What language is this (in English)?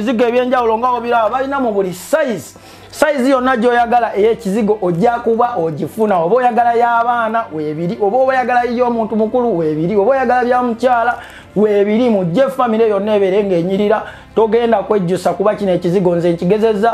Ganda